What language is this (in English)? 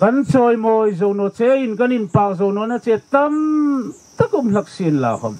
Hmar